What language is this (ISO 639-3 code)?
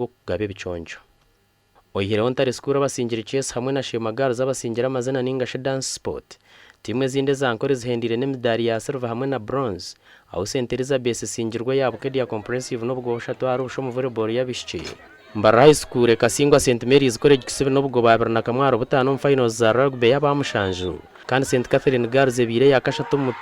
nyn